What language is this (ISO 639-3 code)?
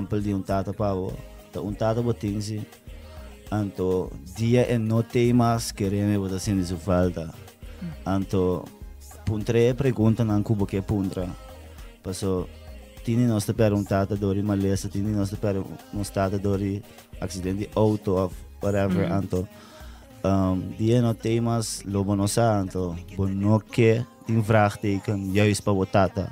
pap